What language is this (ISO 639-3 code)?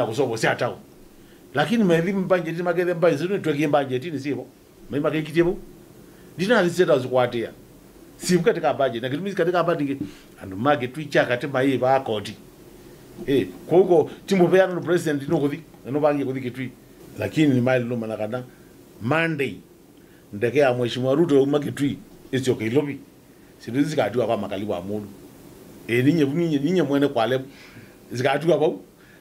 kam